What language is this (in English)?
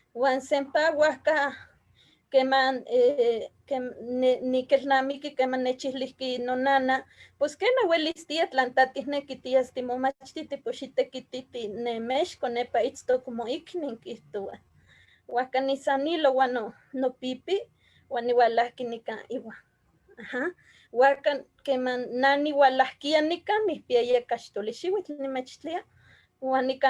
Eastern Huasteca Nahuatl